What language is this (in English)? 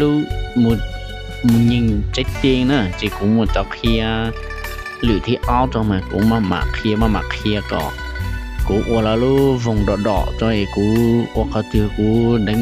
Hmong